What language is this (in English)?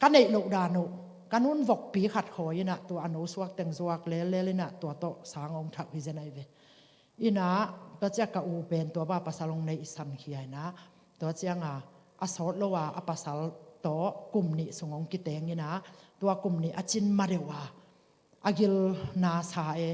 Tedim Chin